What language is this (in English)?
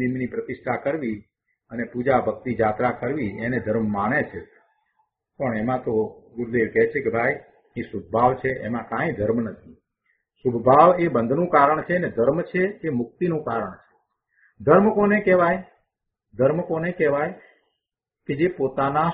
Gujarati